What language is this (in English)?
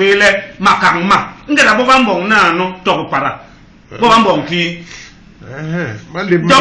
Basaa